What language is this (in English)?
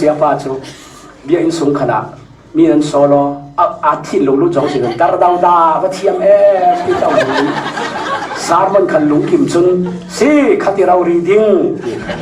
Falam Chin